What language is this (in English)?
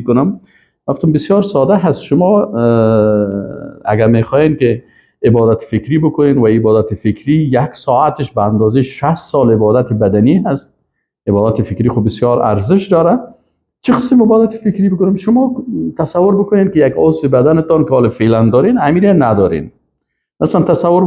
Persian